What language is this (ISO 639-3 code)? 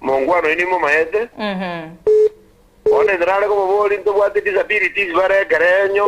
guz